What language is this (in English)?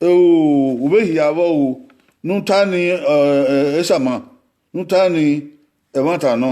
Bini